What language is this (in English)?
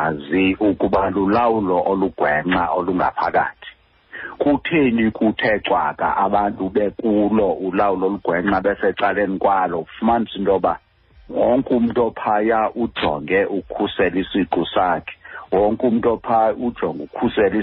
Xhosa